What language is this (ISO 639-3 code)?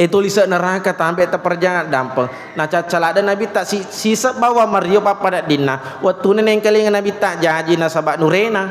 bug